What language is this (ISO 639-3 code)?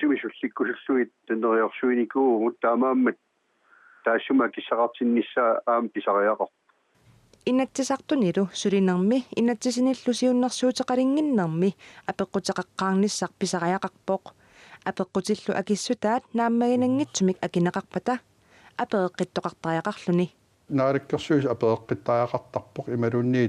kal